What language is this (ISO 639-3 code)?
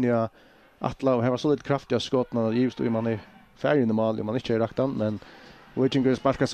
fao